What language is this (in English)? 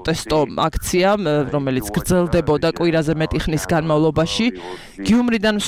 Georgian